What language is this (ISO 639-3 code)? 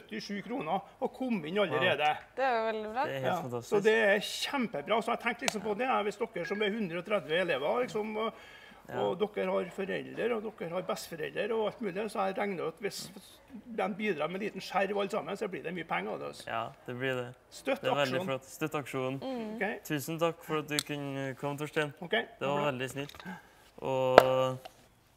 nor